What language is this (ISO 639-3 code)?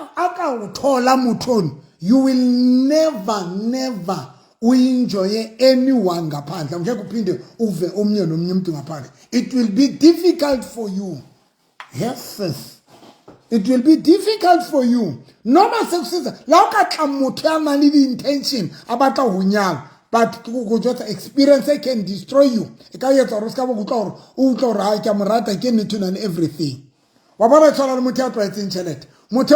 sot